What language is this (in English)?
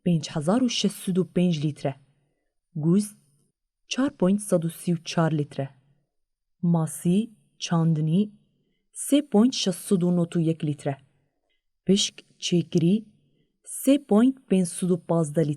Kurdish